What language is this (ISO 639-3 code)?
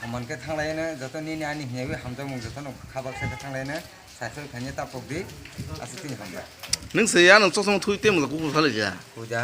trp